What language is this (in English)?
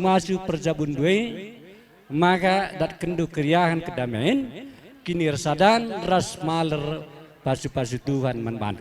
Batak Karo